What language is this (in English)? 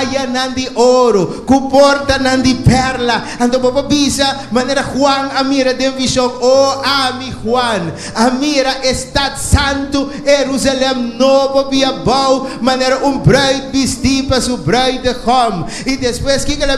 Papiamento